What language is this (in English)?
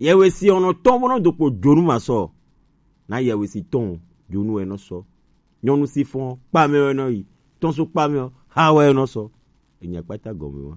Gen